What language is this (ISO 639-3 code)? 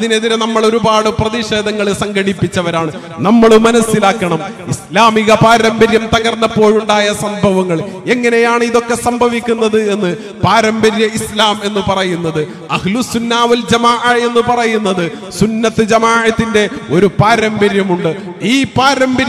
mal